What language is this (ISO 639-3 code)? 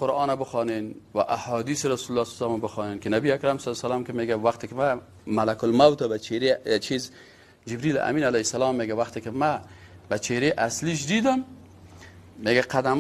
fas